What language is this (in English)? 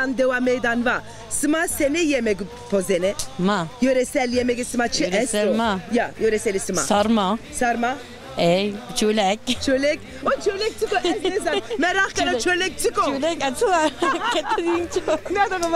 Zaza